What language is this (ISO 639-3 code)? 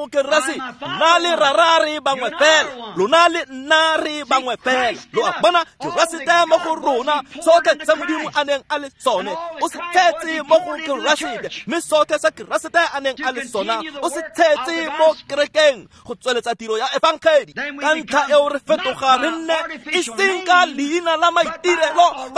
tsn